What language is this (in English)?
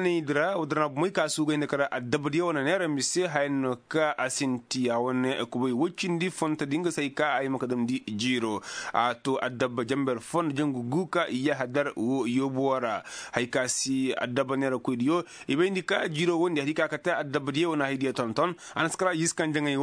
Koyraboro Senni